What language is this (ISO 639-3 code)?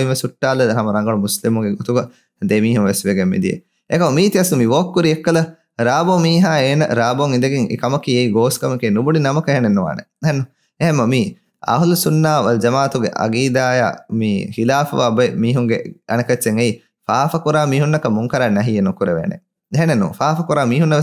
div